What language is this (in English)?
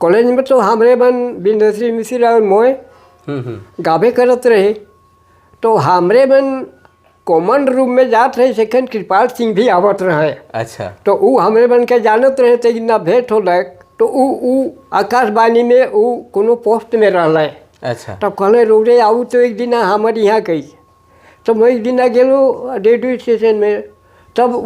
Sadri